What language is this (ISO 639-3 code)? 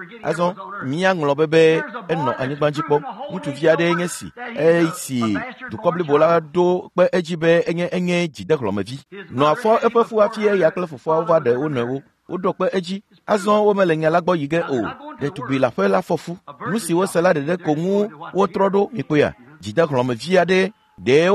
ewe